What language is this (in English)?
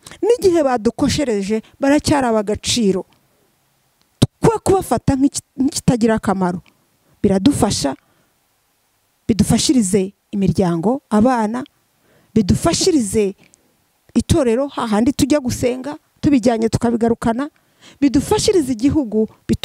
Kinyarwanda